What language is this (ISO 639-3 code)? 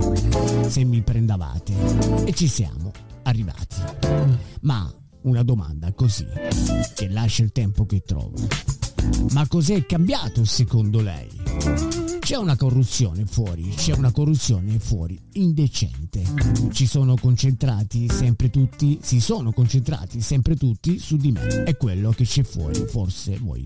ita